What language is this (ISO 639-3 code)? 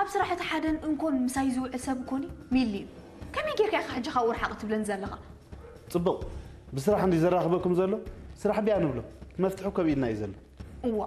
tir